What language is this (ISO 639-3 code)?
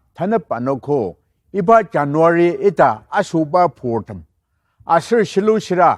njo